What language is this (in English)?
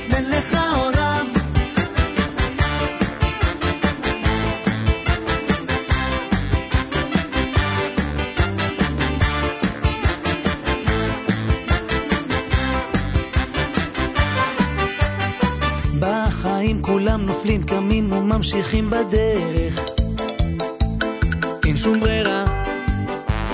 Hebrew